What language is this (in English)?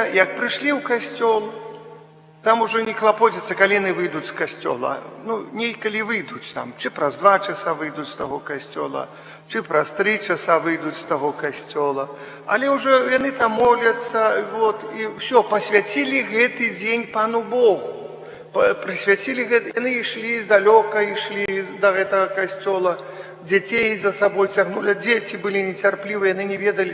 Belarusian